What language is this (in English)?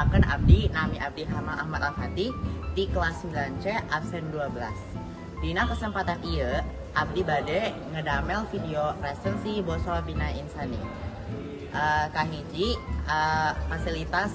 Sundanese